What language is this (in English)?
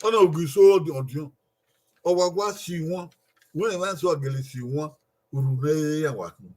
Bini